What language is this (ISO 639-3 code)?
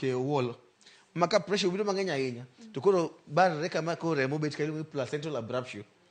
luo